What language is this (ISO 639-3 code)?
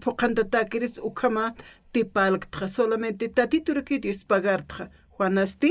aym